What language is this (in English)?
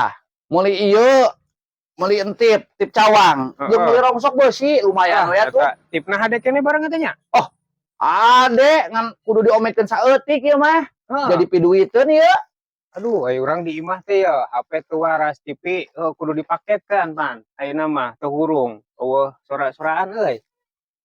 Sundanese